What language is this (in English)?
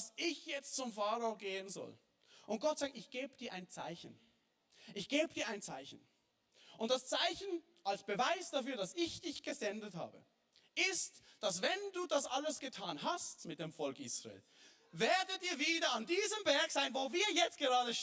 Swiss German